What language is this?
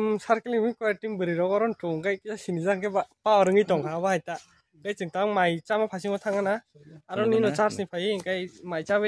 Kok Borok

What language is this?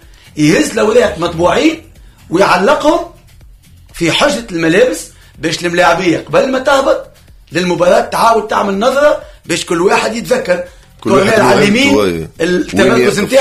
Tunisian Arabic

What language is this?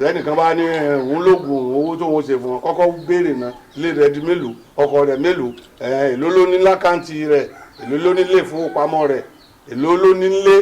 Yoruba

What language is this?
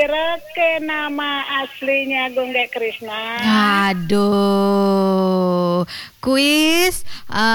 Balinese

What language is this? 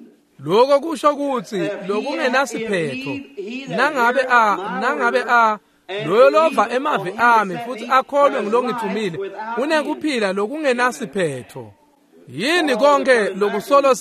Swati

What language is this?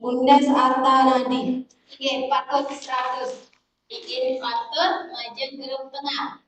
Balinese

